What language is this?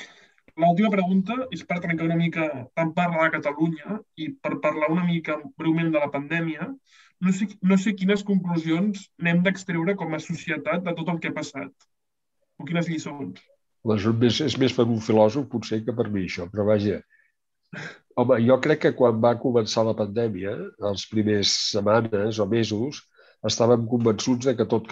Catalan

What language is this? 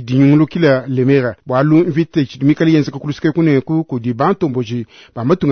Luba-Lulua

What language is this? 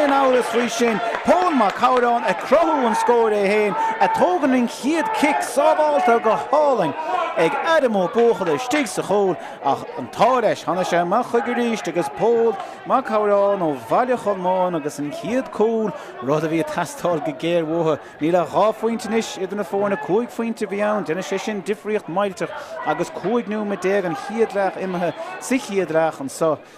Irish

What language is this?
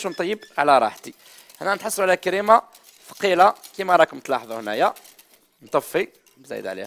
Algerian Arabic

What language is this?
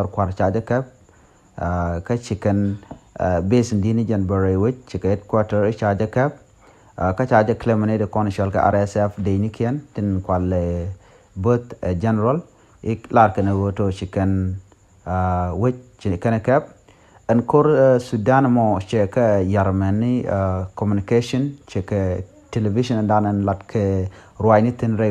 Nuer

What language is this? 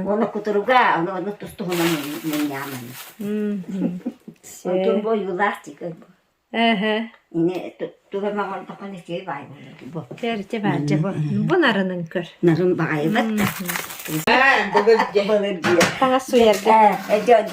Yakut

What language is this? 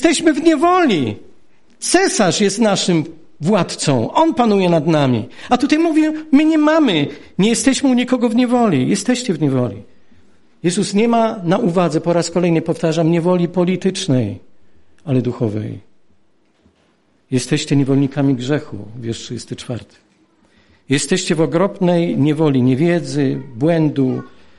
Polish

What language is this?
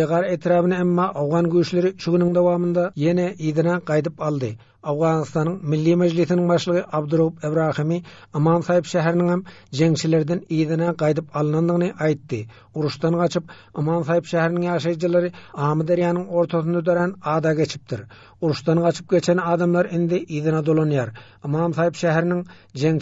Turkmen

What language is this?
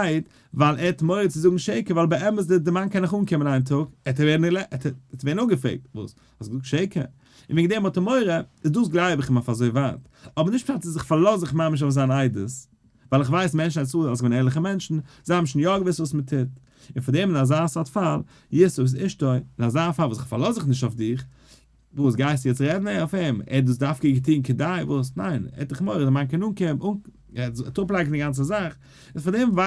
Yiddish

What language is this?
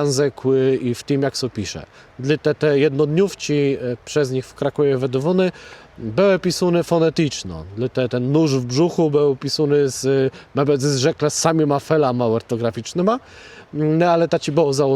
Kashubian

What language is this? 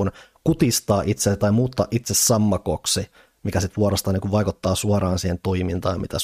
Finnish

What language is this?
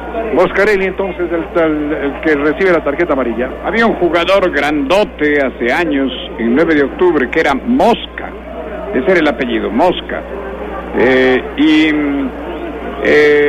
Spanish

